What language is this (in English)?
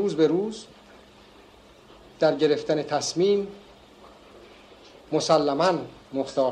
Persian